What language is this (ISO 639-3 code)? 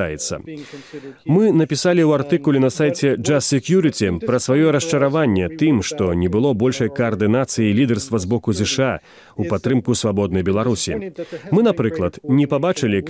bel